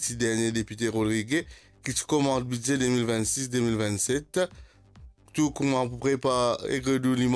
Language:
Morisyen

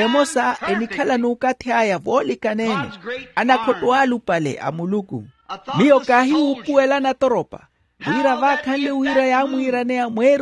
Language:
Makhuwa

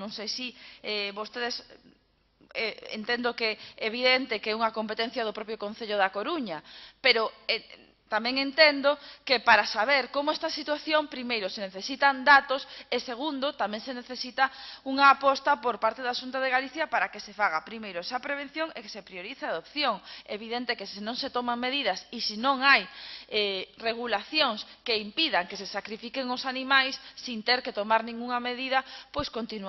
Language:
Galician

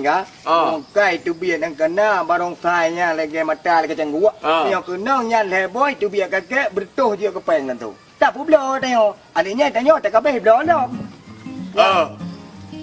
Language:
Achinese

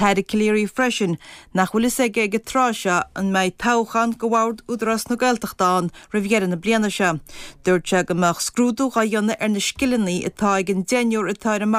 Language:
Irish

